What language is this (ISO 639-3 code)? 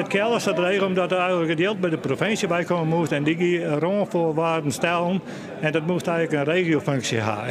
fry